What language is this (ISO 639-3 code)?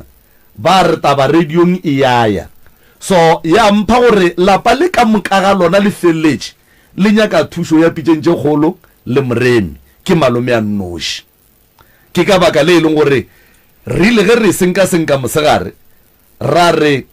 nso